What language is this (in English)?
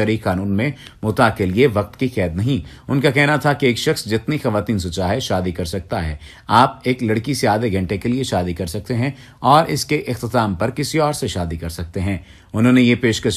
Urdu